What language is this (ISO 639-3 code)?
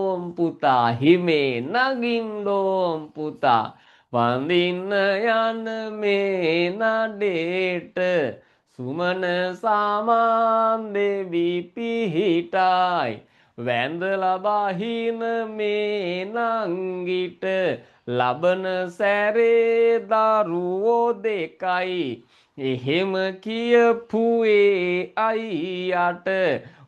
sin